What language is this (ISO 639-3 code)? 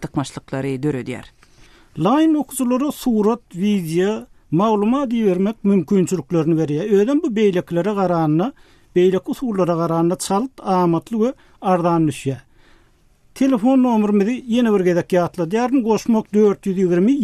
tuk